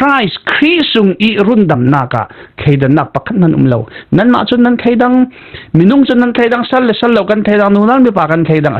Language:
Falam Chin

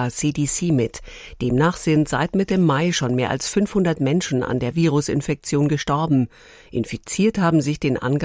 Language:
German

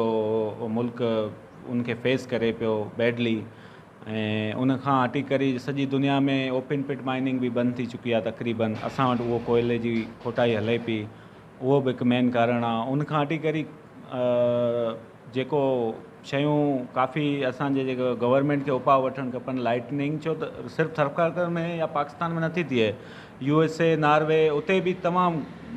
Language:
Sindhi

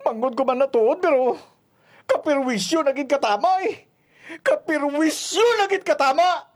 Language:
Hiligaynon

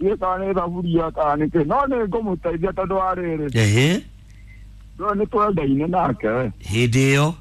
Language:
Kikuyu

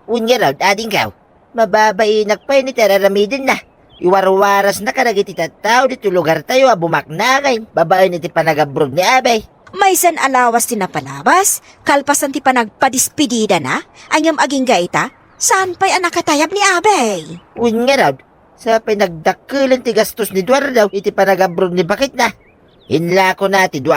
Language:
Iloko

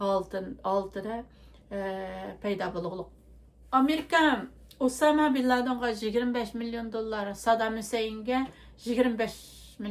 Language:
Uyghur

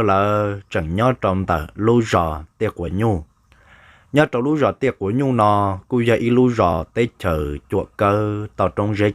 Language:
Hmong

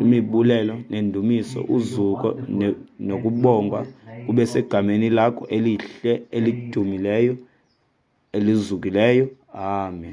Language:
Xhosa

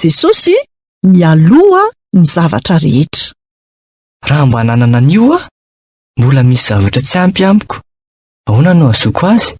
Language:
Malagasy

